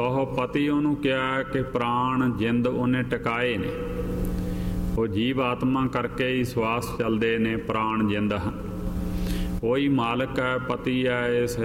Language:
Punjabi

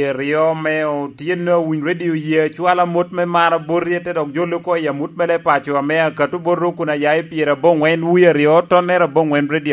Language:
Lango (Uganda)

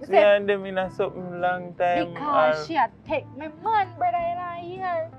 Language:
Jamaican Creole English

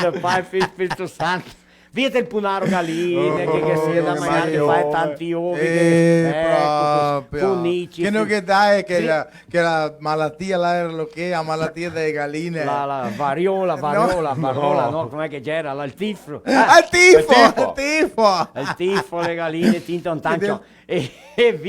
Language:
Venetian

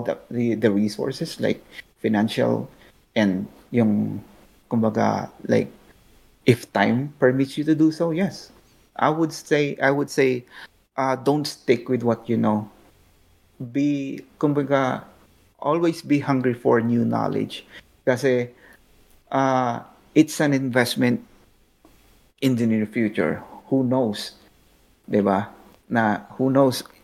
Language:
Filipino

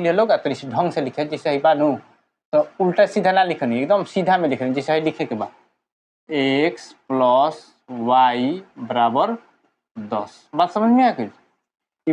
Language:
Bhojpuri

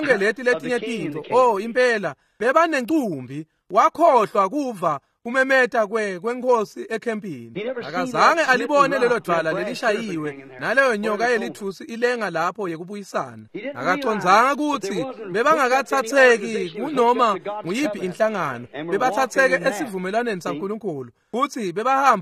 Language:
Swati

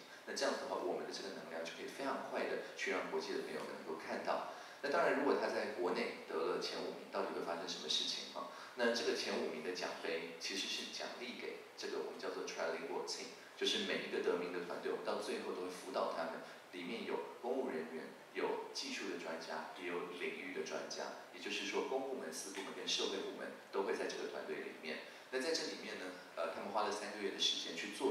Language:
Chinese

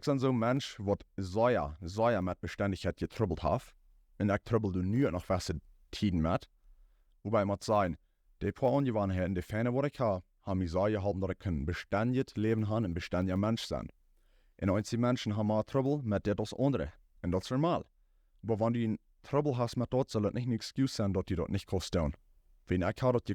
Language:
Plautdietsch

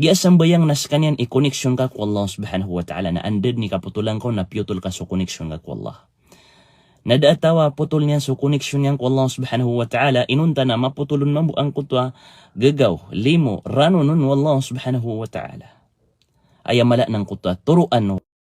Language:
Maranao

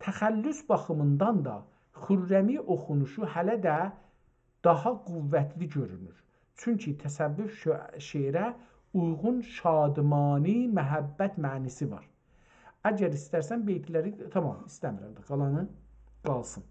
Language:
South Azerbaijani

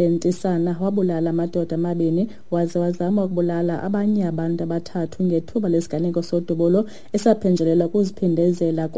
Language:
Xhosa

